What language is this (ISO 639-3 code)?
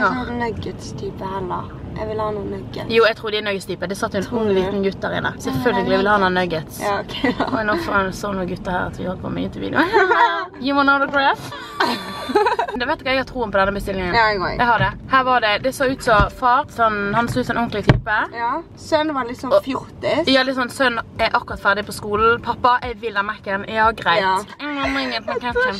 nor